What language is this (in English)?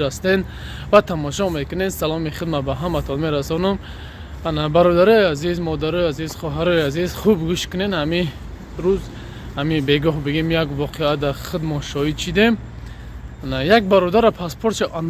Tajik